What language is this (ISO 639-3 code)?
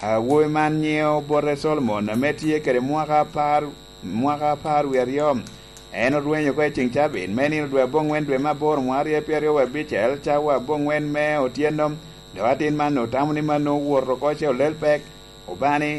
laj